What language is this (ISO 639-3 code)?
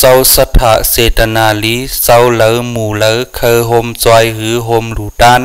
shn